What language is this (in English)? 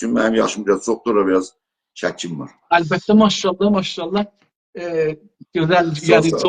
South Azerbaijani